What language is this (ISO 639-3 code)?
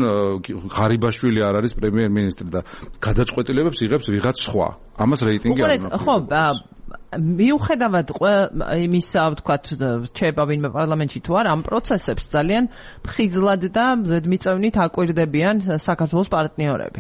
kat